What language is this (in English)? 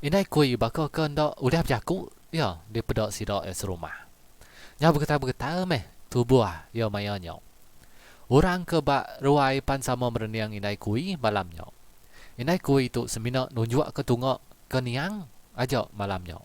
Iban